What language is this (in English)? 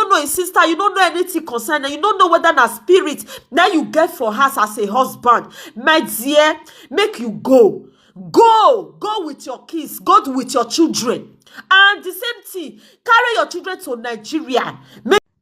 Nigerian Pidgin